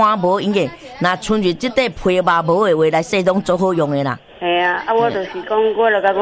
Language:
Min Nan Chinese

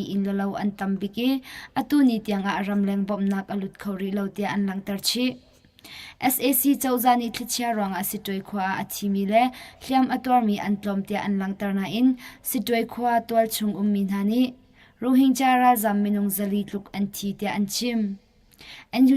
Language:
Hakha Chin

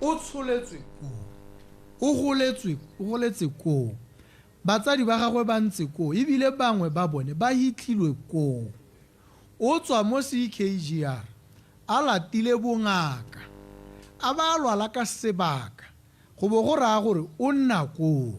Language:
Tswana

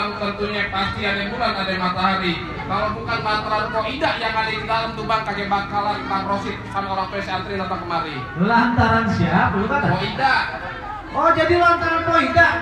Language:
Betawi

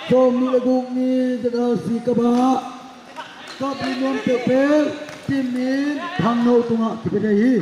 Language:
Tedim Chin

